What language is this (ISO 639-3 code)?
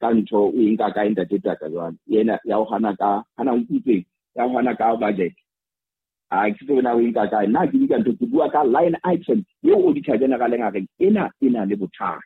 sot